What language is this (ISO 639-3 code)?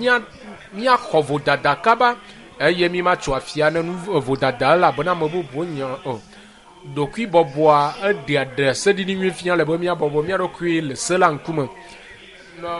ewe